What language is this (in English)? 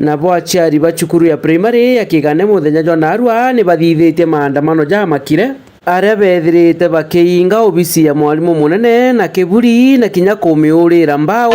Meru